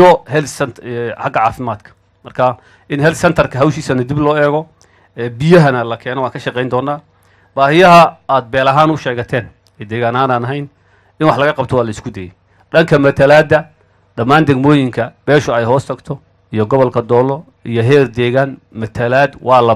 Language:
Somali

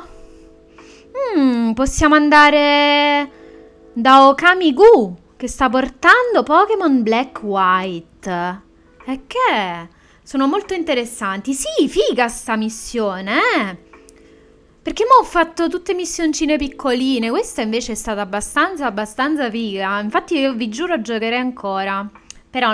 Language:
Italian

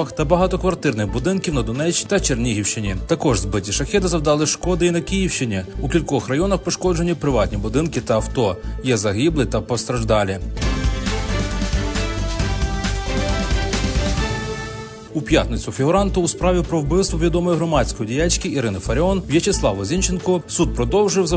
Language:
Ukrainian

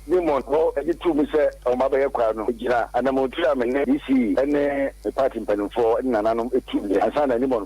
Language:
Akan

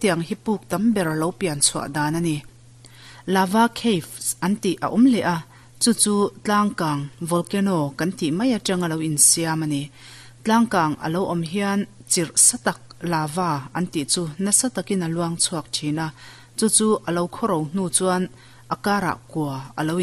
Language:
Mizo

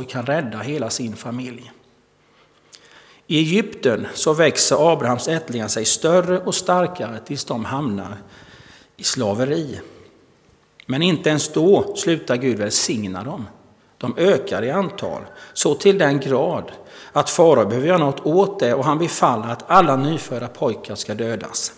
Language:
Swedish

